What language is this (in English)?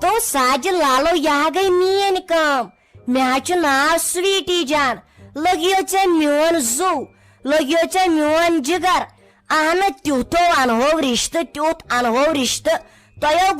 Kashmiri